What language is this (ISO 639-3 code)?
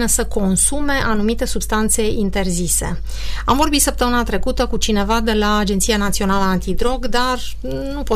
ron